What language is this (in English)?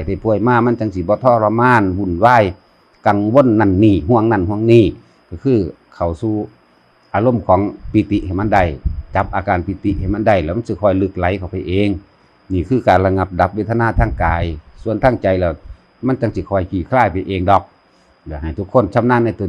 Northeastern Thai